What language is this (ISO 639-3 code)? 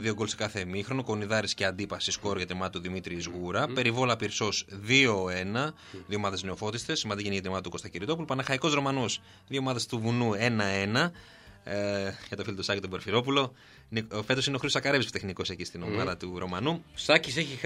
ell